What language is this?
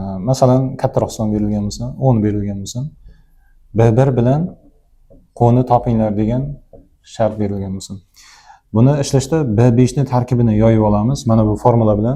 Uzbek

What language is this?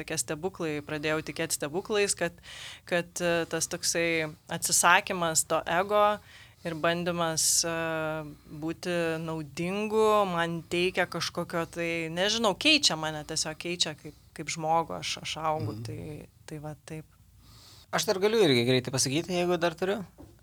Lithuanian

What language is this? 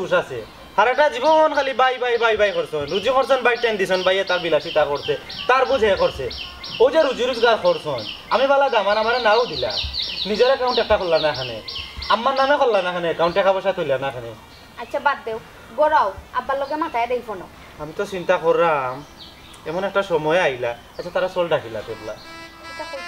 Sylheti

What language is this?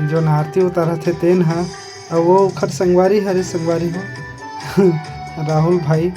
Chhattisgarhi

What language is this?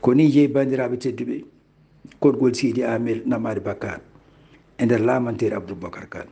Fula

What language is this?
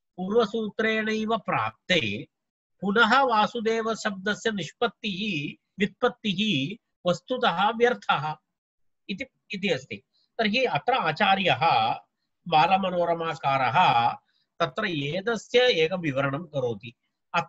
Sanskrit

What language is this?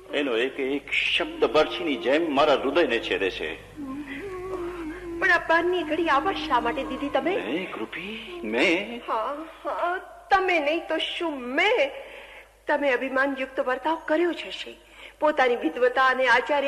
Gujarati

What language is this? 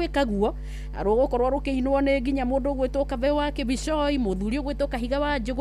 Kikuyu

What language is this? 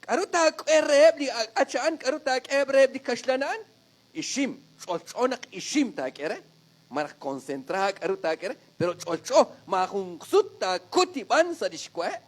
Kekchí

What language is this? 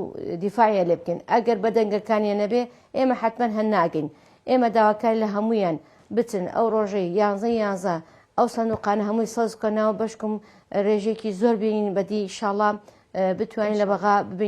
Central Kurdish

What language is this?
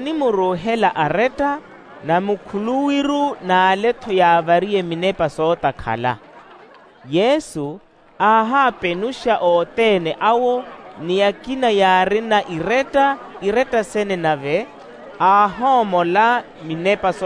Makhuwa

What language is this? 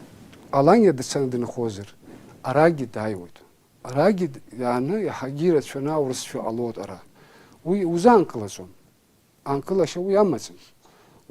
Abkhazian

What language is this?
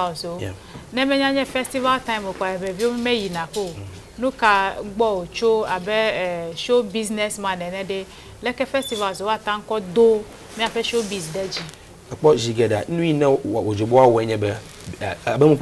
Ewe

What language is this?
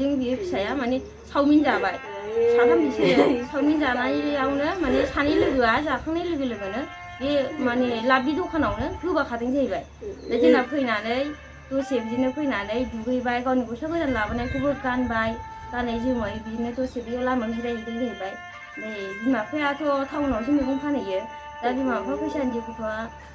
Bodo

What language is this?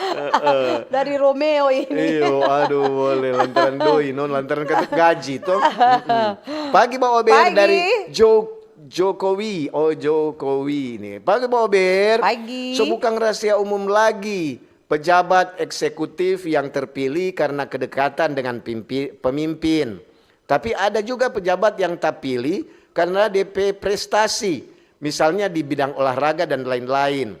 Manado Malay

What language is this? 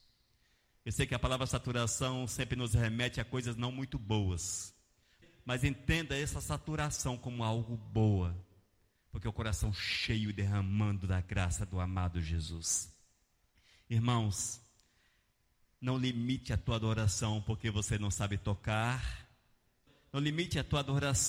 Portuguese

